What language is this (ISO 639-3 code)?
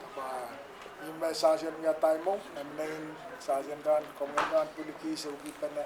pon